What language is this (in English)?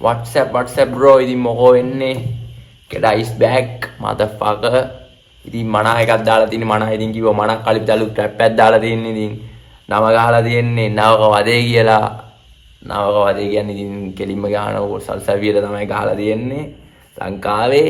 Sinhala